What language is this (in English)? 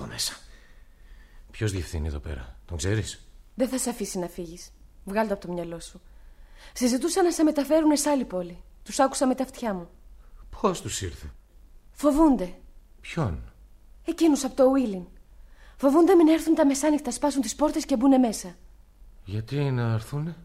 Greek